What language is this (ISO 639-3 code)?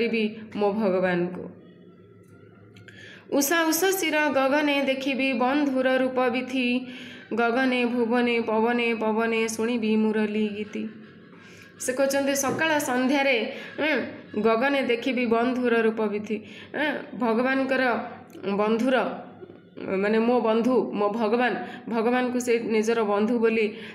ori